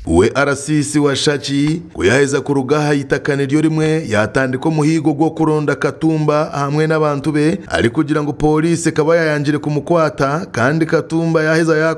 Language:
Nyankole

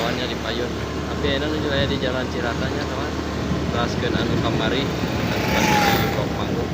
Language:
Sundanese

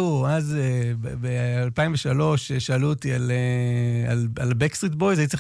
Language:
Hebrew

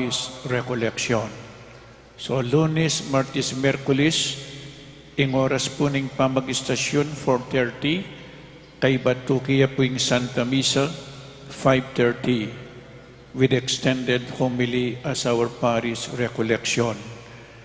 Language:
Pampanga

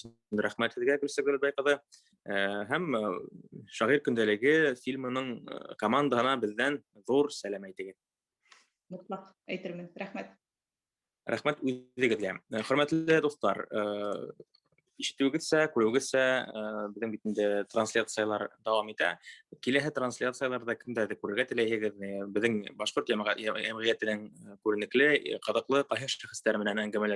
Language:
Bashkir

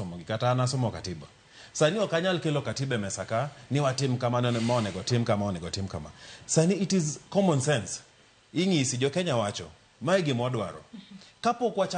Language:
Luo (Kenya and Tanzania)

